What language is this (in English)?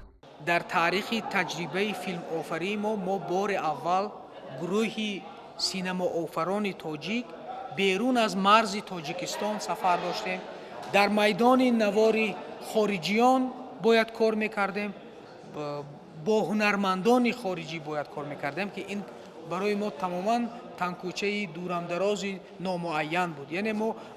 Tajik